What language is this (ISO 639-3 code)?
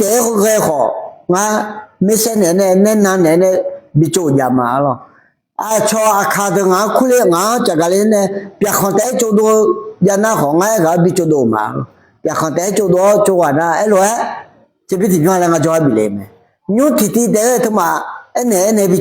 ahk